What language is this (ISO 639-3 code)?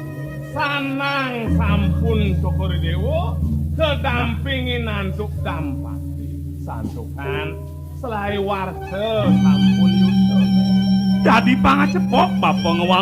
ban